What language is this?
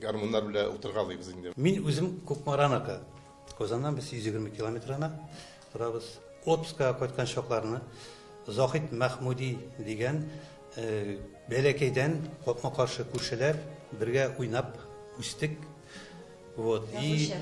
Tatar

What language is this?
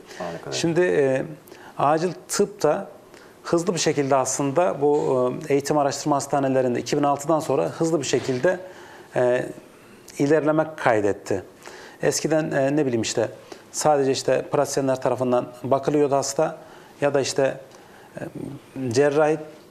Turkish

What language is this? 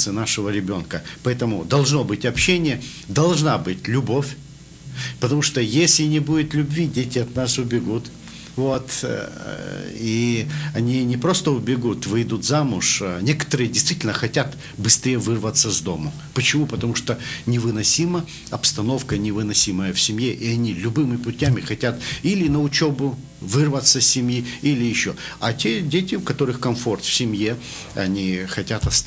Russian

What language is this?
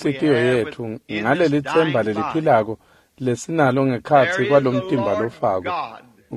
Swati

